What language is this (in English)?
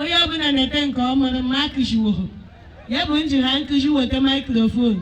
Igbo